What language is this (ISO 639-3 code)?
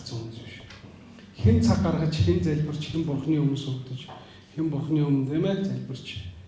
mon